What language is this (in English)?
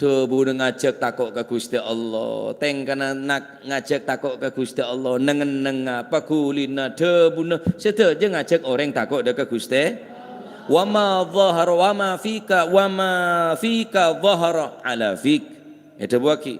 Madurese